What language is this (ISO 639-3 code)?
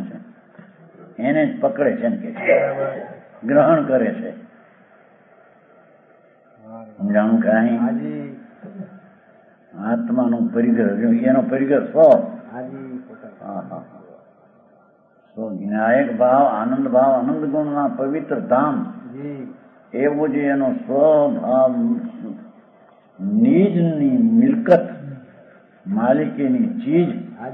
guj